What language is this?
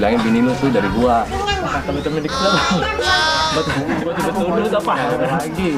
Betawi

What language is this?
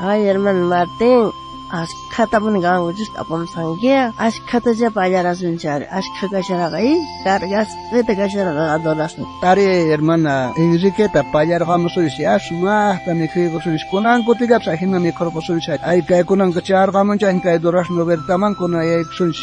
South Bolivian Quechua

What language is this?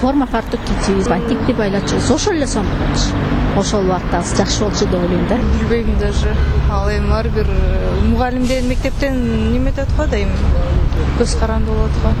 Kyrgyz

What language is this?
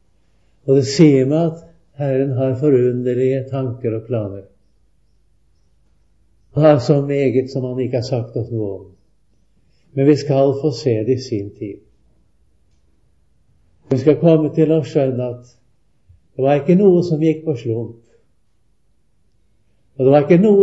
Norwegian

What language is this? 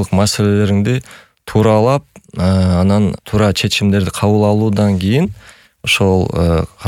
Kyrgyz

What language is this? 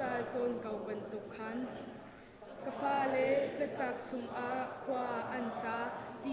Hakha Chin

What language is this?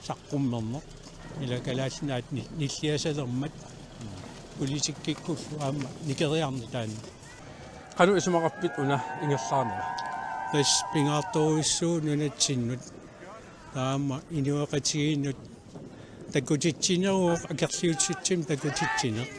Kalaallisut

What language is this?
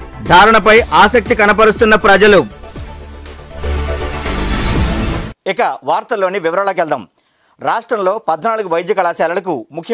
Telugu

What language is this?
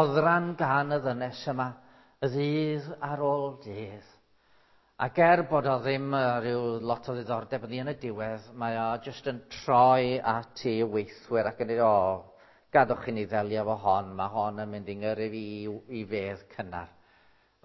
Welsh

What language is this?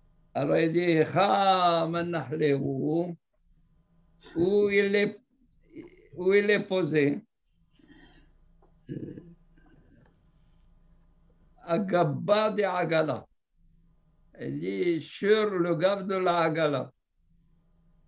French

